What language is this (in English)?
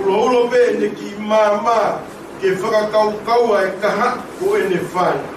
Tongan